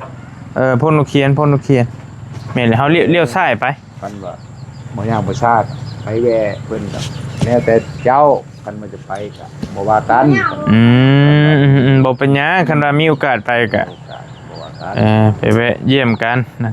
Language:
Lao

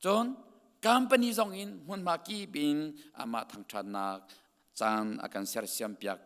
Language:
Hakha Chin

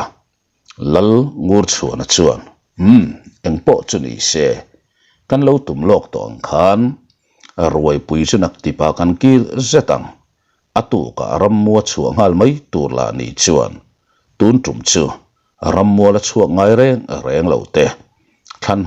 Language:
Mizo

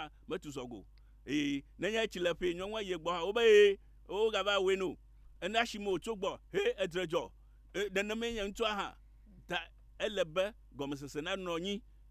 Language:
Ewe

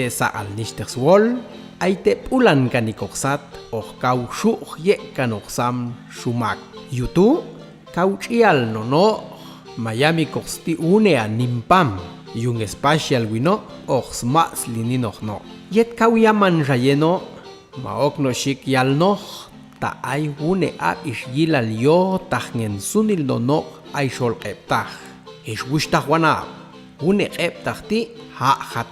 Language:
Popti'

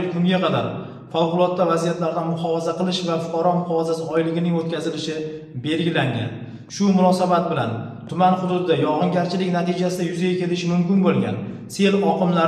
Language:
Uzbek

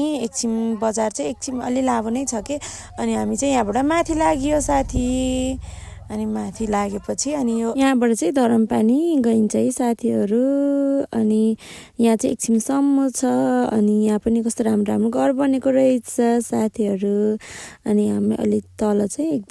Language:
Nepali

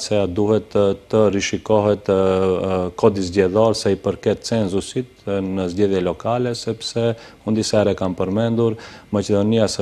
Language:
Albanian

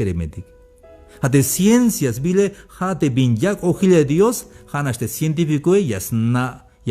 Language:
Tzeltal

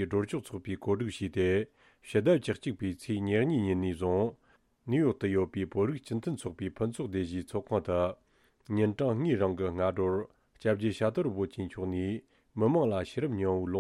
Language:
Tibetan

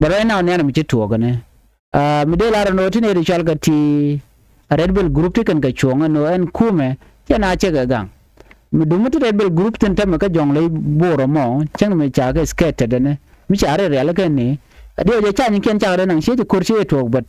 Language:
Nuer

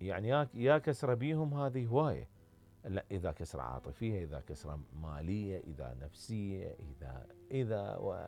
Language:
Mesopotamian Arabic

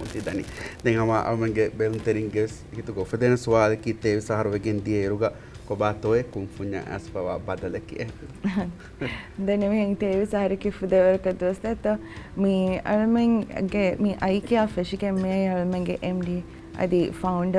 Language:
Divehi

